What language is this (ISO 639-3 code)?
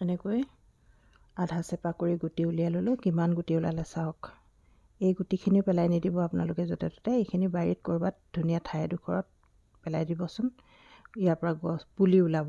asm